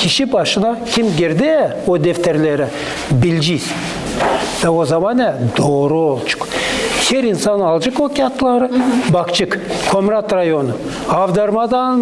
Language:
Gagauz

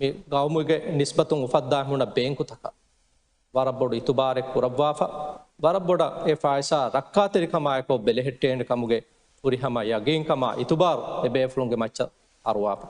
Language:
Divehi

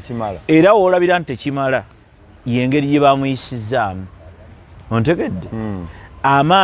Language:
Ganda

